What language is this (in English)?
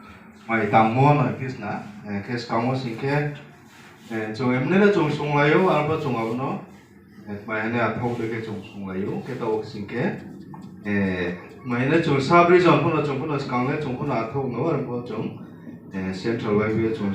Riang (India)